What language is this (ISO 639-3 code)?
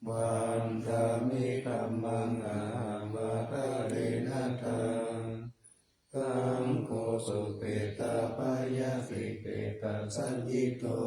pli